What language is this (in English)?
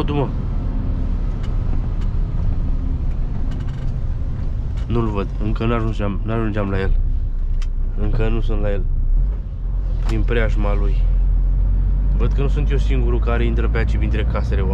Romanian